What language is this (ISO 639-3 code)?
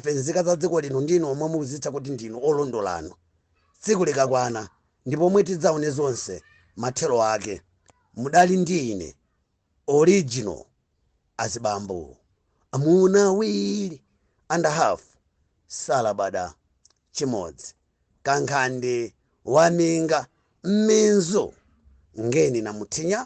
nya